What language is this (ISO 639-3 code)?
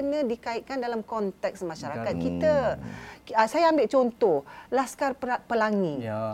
msa